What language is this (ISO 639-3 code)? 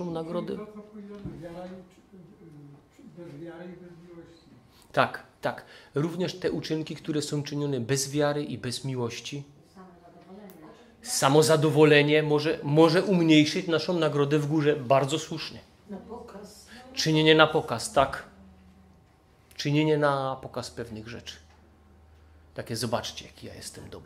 pol